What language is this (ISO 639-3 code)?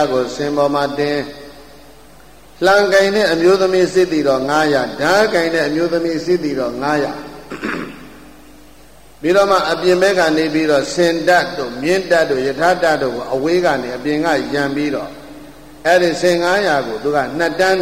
mya